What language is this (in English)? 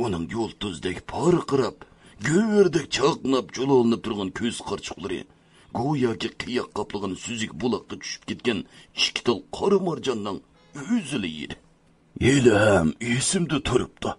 Uyghur